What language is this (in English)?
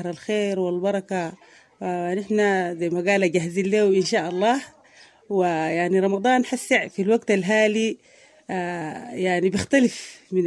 Sudanese Arabic